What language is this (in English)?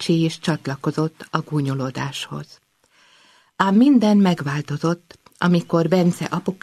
Hungarian